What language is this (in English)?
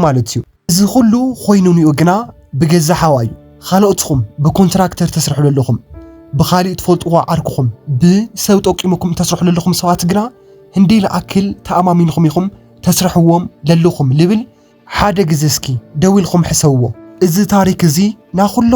Tigrinya